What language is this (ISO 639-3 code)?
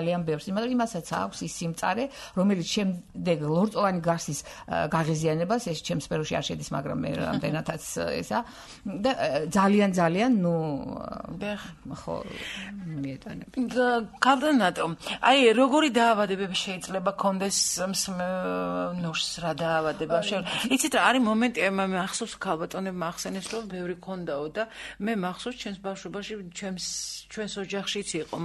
kat